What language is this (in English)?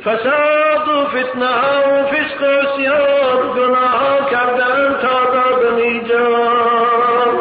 Tajik